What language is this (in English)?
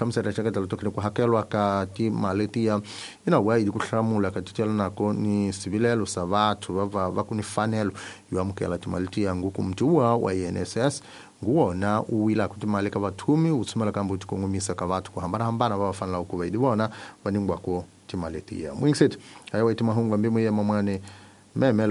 Tsonga